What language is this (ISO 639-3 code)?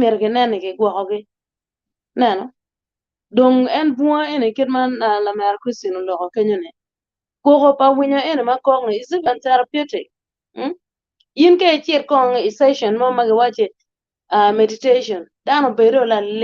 ach